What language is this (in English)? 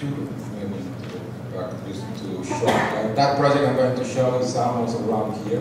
English